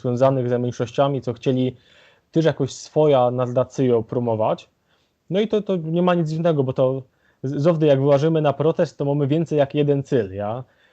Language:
Silesian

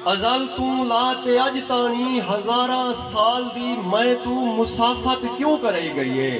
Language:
Saraiki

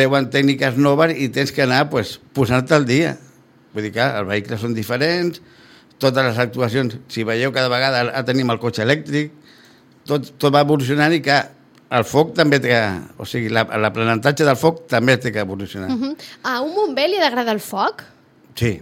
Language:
Catalan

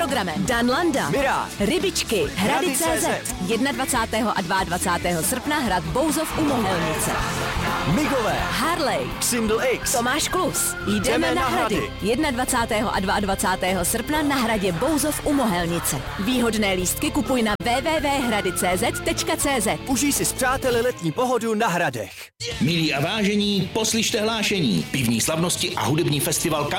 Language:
Czech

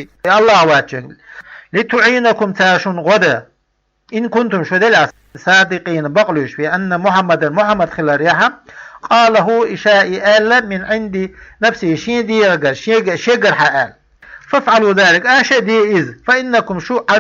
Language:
Chechen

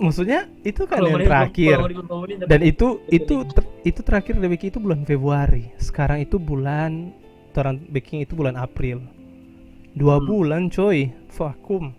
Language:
Manado Malay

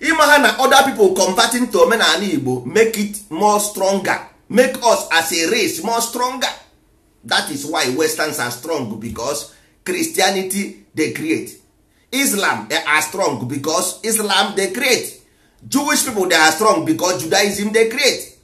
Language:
Igbo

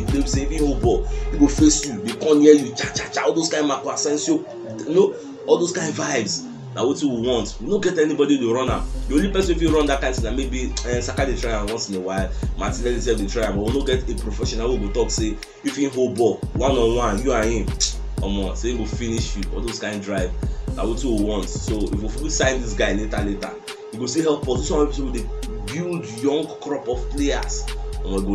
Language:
Nigerian Pidgin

